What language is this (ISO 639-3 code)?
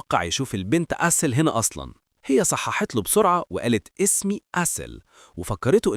arz